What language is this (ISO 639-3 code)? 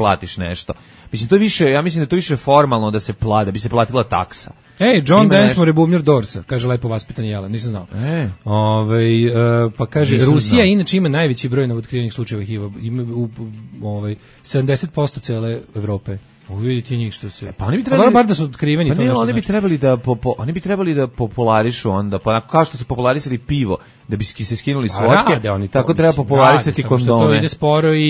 srp